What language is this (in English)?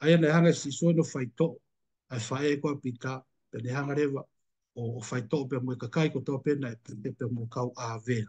Tongan